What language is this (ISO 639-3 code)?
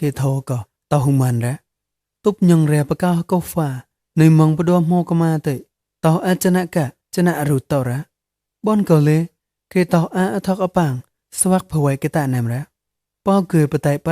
mnw